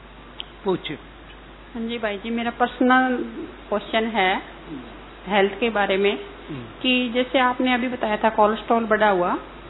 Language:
Hindi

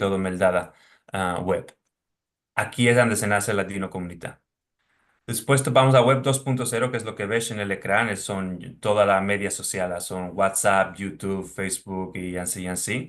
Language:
Ladino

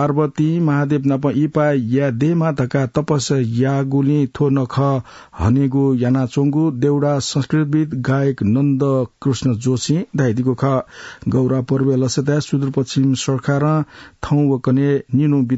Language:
Newari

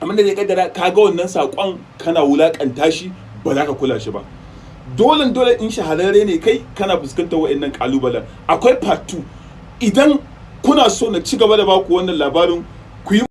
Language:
Hausa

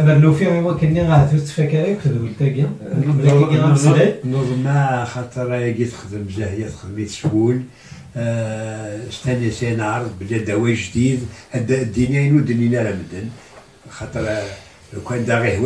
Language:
Kabyle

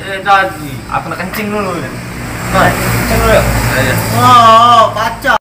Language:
Musi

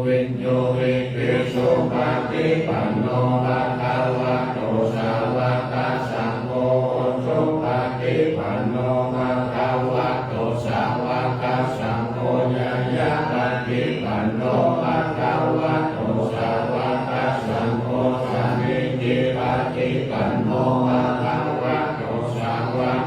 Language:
Pali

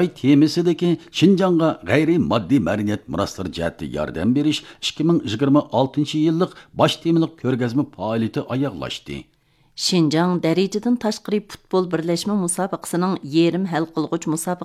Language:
Uyghur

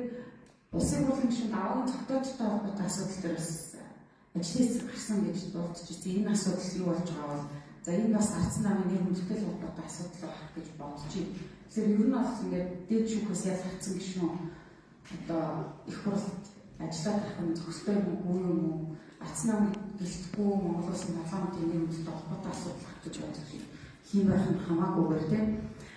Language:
Mongolian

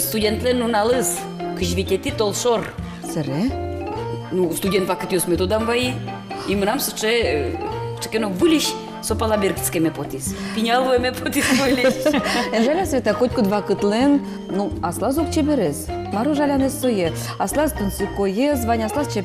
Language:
Udmurt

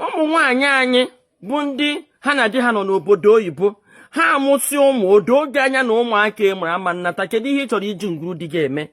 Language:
Igbo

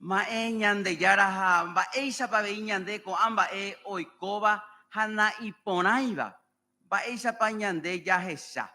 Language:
Guarani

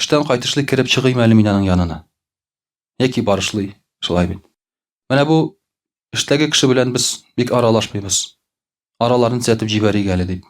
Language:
Tatar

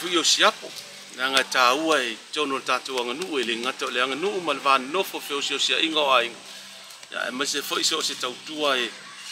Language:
Samoan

